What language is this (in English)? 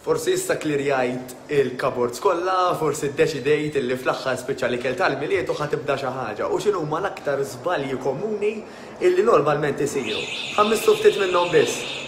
Maltese